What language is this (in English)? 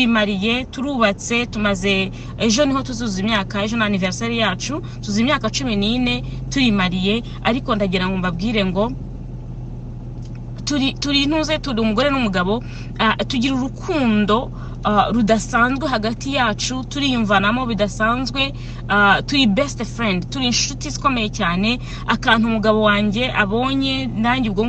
Kinyarwanda